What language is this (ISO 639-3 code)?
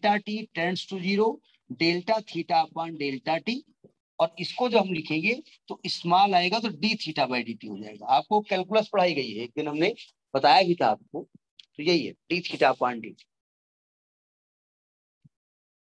hin